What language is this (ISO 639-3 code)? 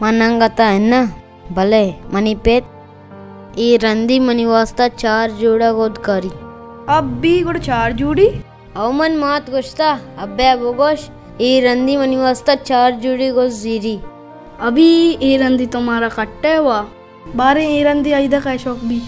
bal